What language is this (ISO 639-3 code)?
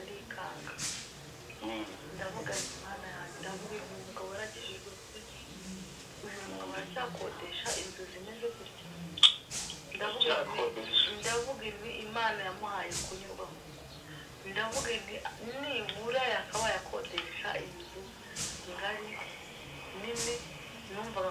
kin